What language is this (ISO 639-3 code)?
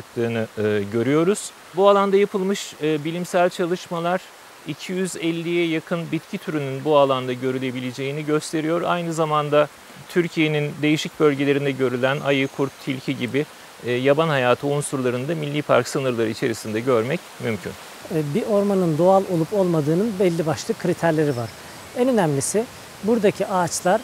tur